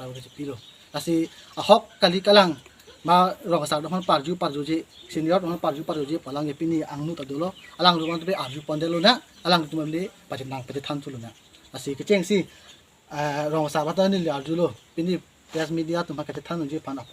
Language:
Karbi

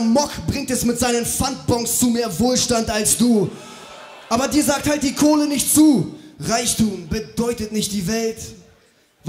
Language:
German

